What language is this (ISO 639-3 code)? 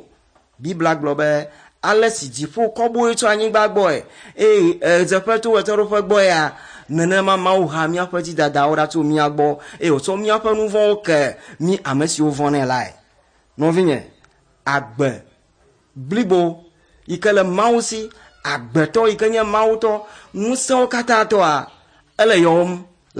ewe